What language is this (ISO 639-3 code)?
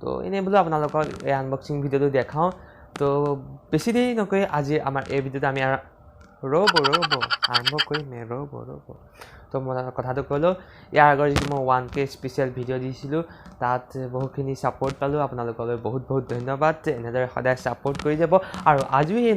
asm